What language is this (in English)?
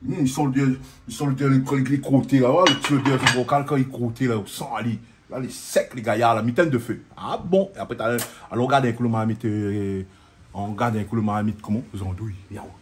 Réunion Creole French